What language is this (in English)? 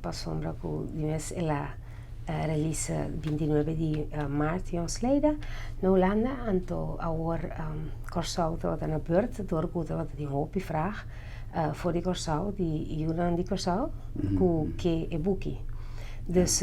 Papiamento